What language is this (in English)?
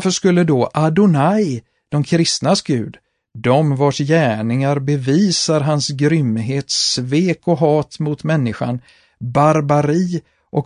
Swedish